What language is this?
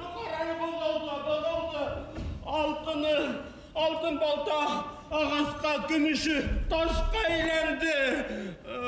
Bashkir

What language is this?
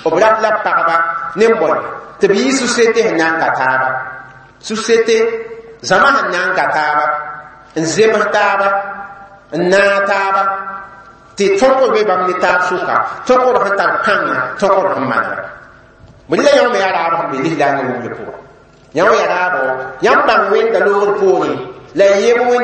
Mossi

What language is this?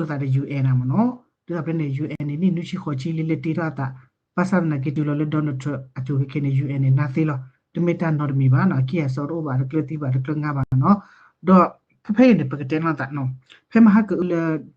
S'gaw Karen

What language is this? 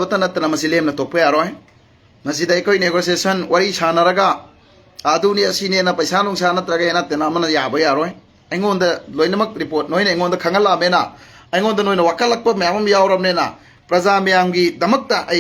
Manipuri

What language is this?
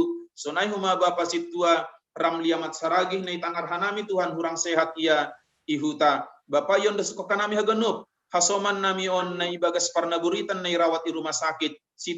Batak Simalungun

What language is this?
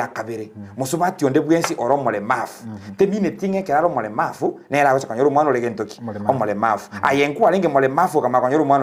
Gusii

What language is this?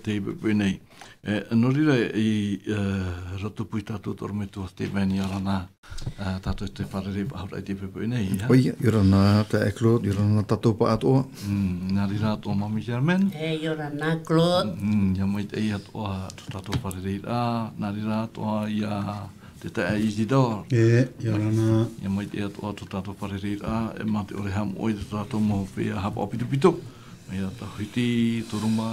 Tahitian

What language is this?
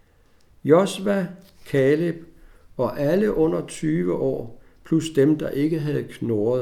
Danish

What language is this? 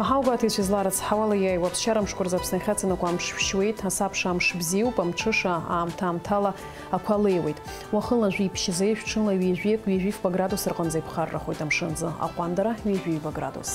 Abkhazian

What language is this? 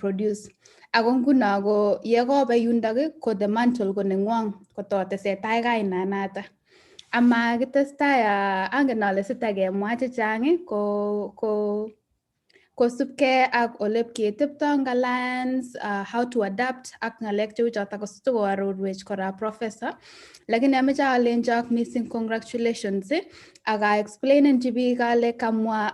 Kalenjin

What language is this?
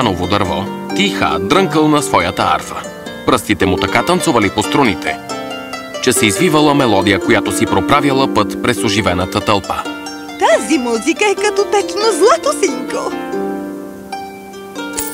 Bulgarian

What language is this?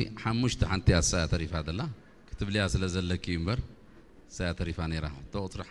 Tigrinya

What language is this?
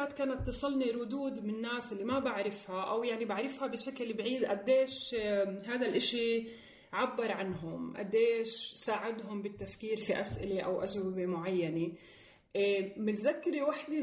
North Levantine Arabic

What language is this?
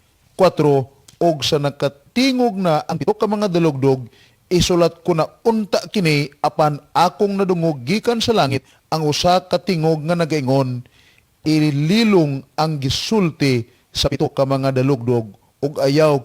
Cebuano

